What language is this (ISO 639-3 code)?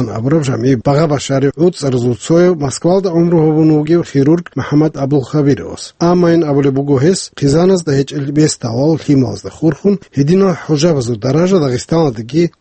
ava